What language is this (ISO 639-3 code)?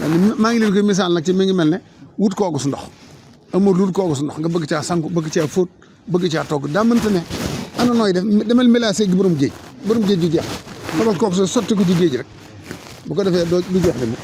wol